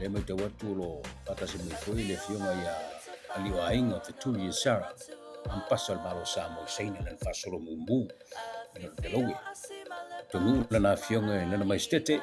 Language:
Samoan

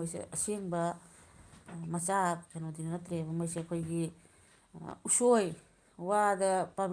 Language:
Manipuri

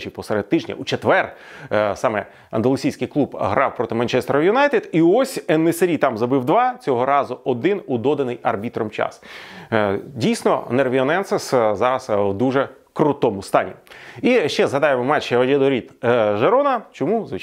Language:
Ukrainian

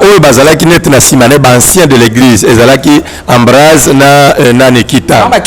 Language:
Lingala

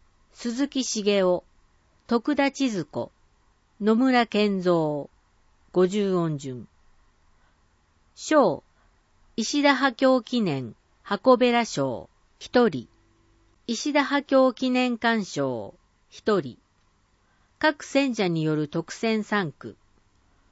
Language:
Japanese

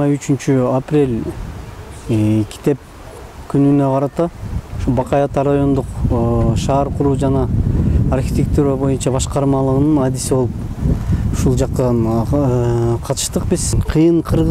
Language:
Kyrgyz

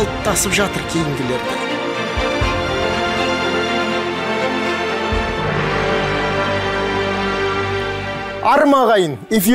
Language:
Kazakh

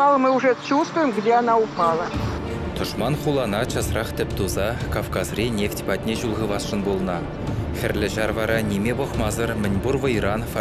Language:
Chuvash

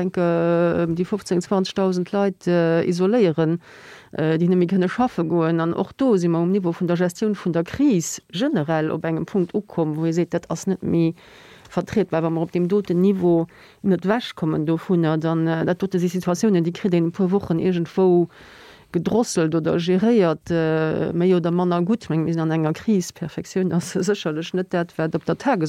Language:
Luxembourgish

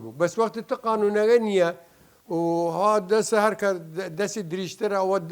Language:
Southern Kurdish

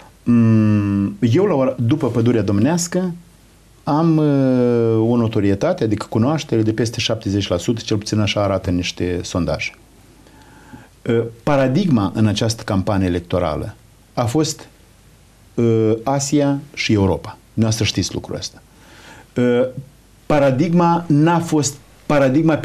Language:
Romanian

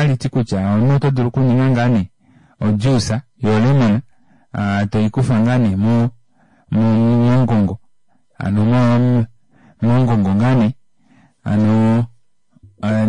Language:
Kuanyama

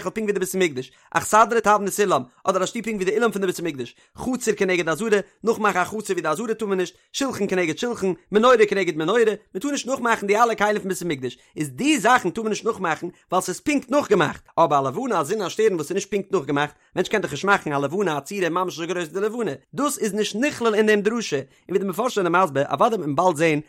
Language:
Yiddish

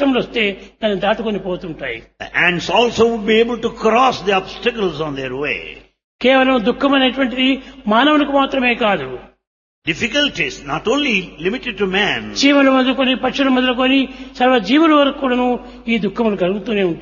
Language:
Telugu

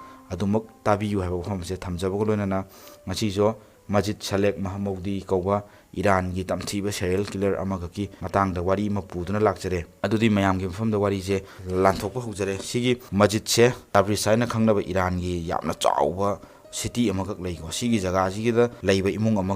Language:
Manipuri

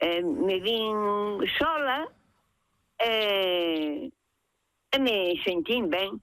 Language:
Galician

